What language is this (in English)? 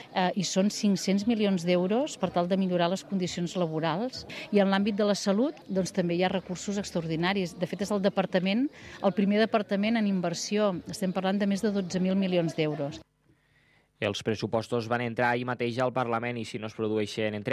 Catalan